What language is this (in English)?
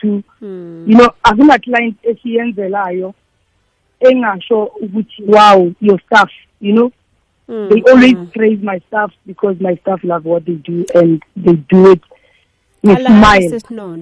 South Ndebele